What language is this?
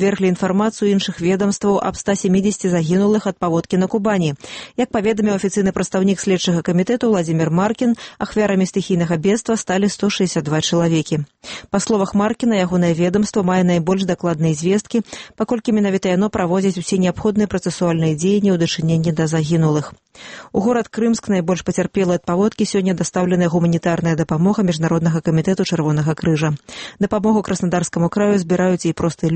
Belarusian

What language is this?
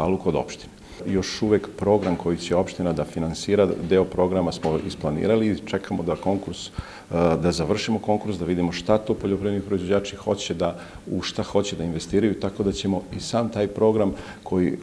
Serbian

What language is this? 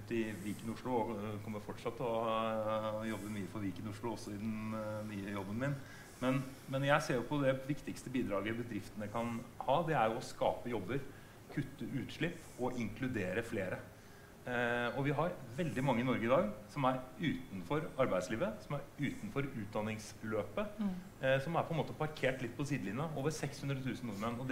Norwegian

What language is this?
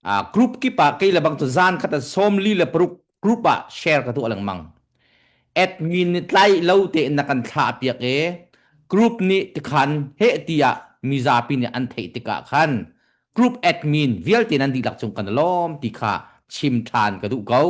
Hakha Chin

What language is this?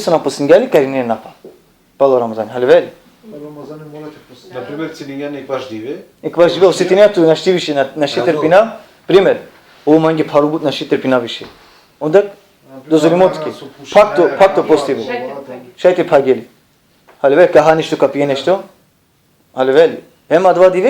Balkan Romani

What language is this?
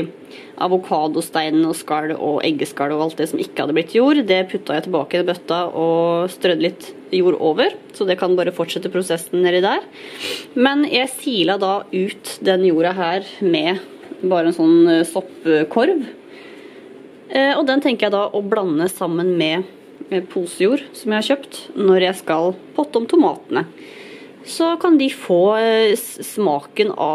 Norwegian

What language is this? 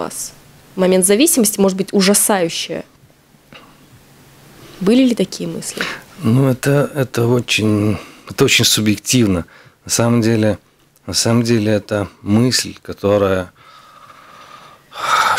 Russian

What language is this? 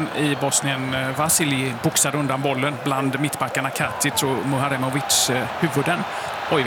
Swedish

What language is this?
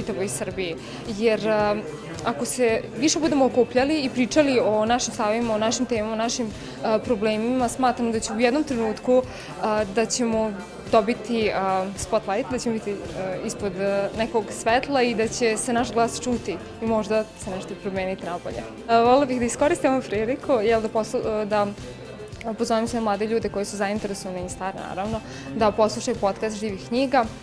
Serbian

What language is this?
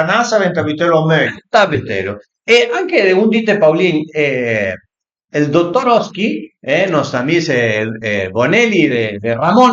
Piedmontese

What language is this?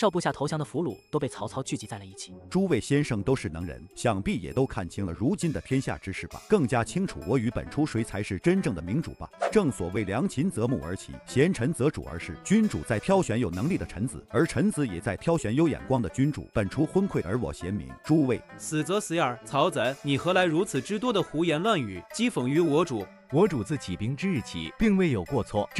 Chinese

